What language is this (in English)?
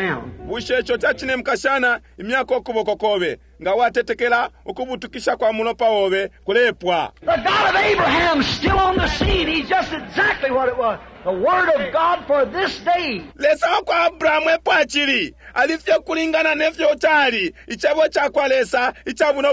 Bemba